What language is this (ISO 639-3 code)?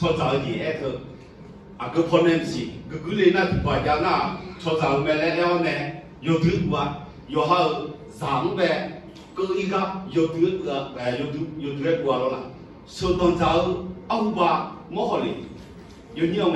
ahk